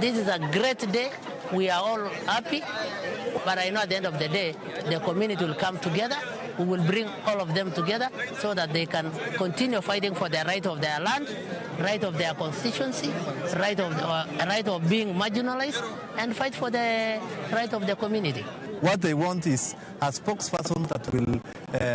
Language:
Luo (Kenya and Tanzania)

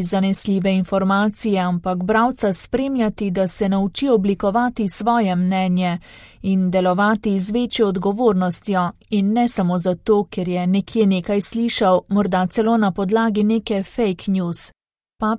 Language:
Slovenian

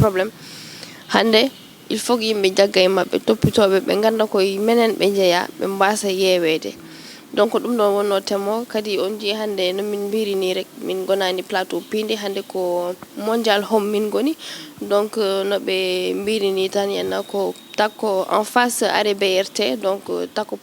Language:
Fula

